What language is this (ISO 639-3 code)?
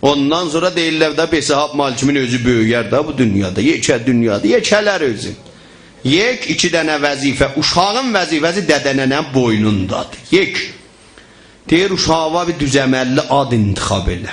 azb